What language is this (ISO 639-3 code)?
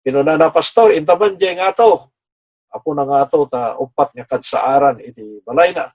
ilo